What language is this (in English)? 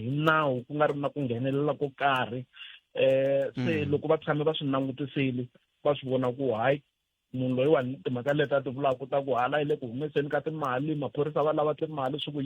Tsonga